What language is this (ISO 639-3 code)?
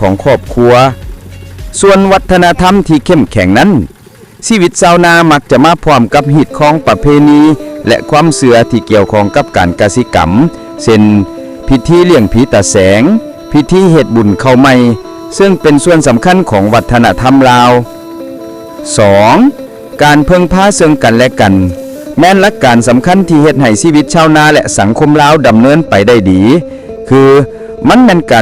lao